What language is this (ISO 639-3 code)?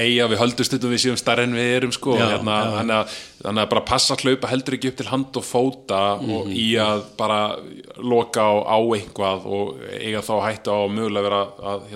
isl